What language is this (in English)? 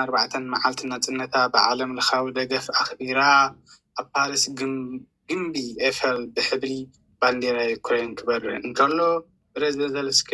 Tigrinya